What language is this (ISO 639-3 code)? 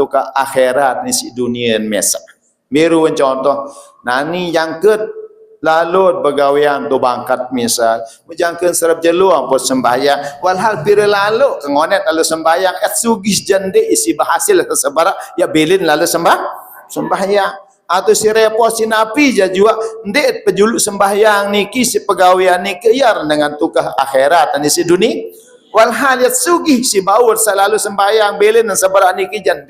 sas